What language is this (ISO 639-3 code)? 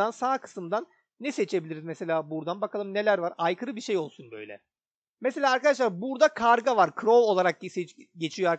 tur